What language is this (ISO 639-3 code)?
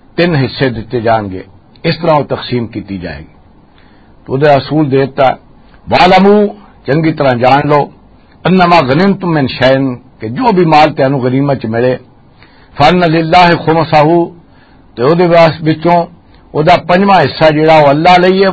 lah